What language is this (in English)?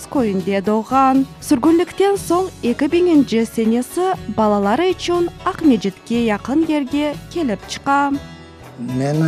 Crimean Tatar